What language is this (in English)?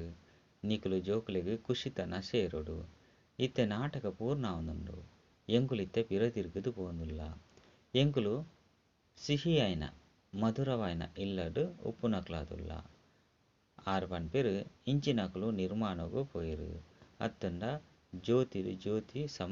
Tulu